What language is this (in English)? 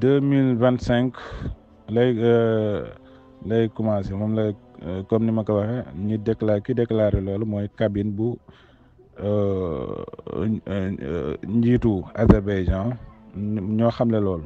Wolof